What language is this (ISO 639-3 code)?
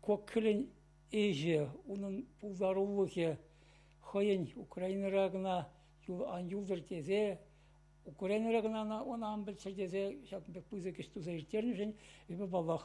chv